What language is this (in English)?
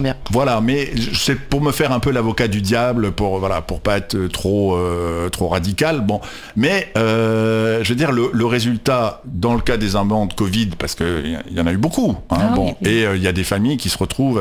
French